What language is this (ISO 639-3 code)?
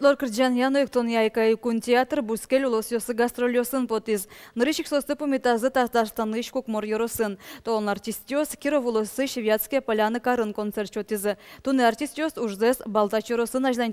udm